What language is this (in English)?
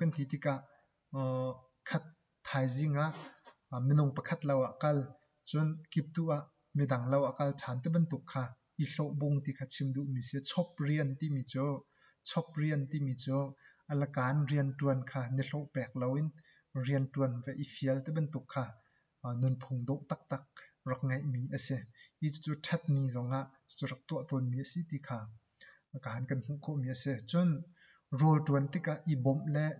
Hakha Chin